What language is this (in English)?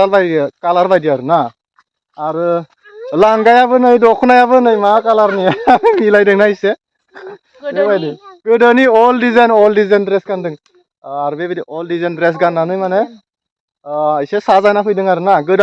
Bodo